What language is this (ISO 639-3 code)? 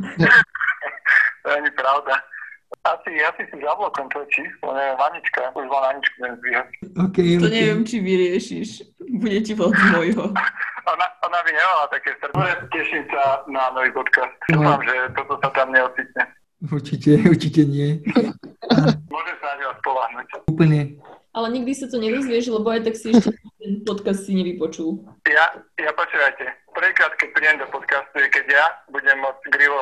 slk